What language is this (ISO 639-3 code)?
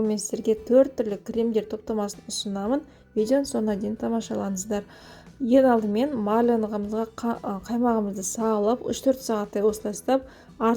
kaz